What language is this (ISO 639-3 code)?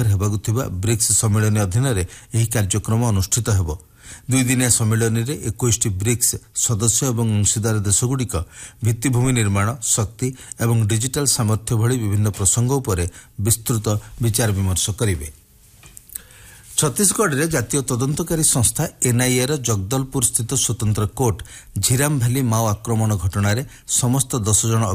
ori